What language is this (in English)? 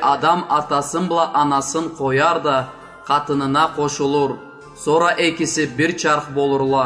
Karachay-Balkar